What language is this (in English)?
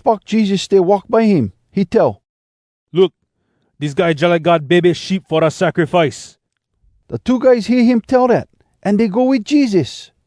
Hawai'i Creole English